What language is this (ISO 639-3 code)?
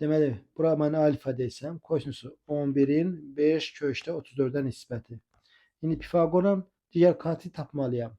aze